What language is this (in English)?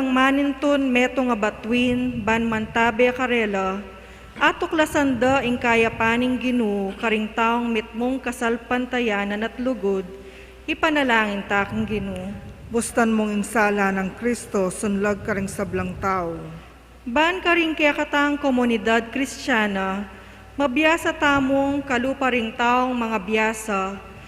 Pampanga